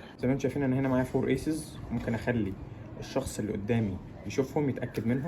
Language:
Egyptian Arabic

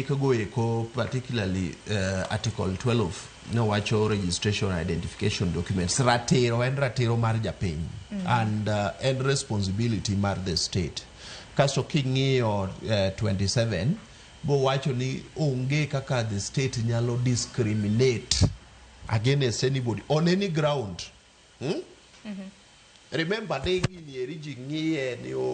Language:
Luo (Kenya and Tanzania)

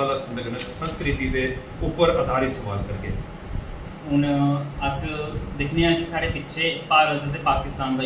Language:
Dogri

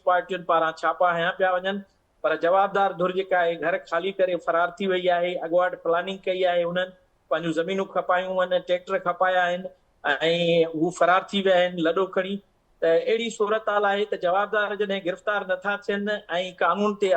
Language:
Sindhi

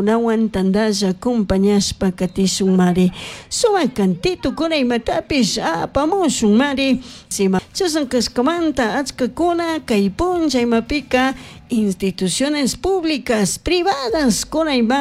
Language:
Chimborazo Highland Quichua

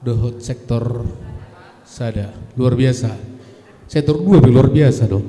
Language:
Batak Simalungun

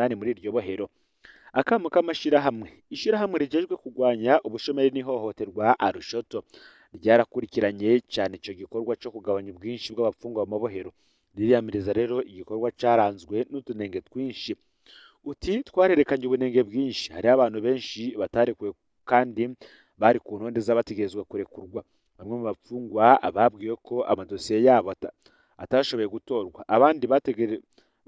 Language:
Rundi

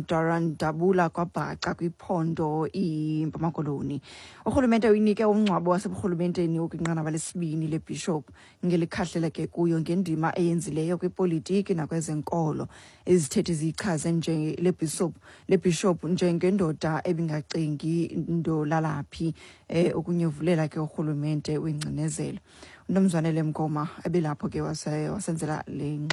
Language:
Xhosa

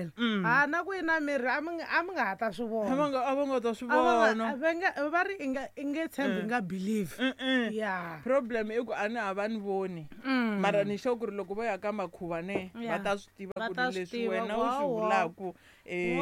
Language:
Tsonga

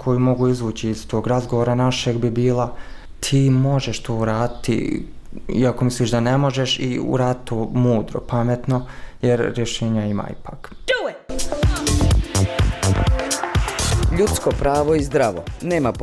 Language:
Bosnian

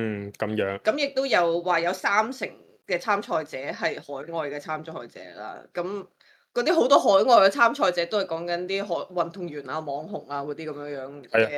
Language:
Cantonese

